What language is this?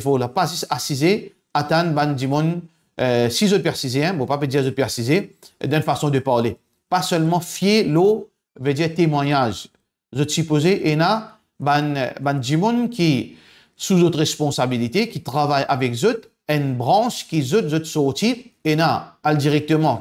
Morisyen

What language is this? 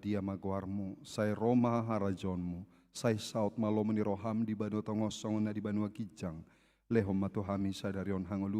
Batak Toba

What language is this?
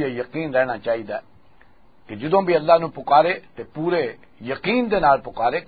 Western Panjabi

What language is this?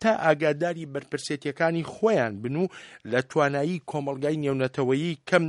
Central Kurdish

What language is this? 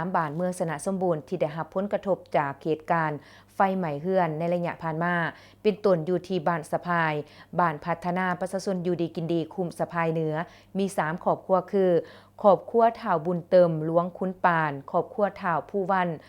Lao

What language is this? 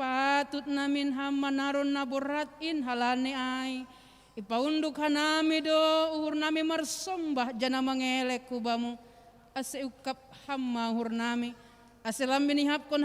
Batak Simalungun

